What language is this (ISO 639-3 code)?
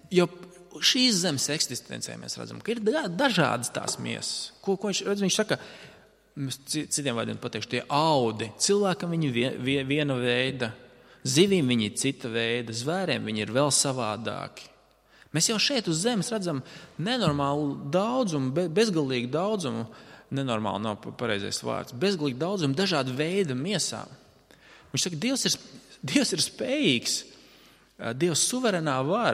lav